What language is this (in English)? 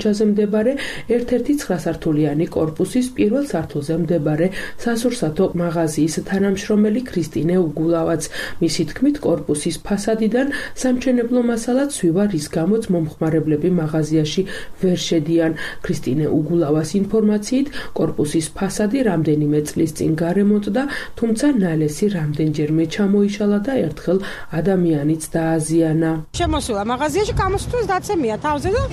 Georgian